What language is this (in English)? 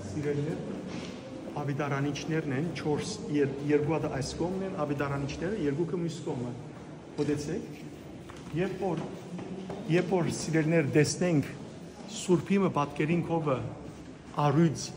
Western Armenian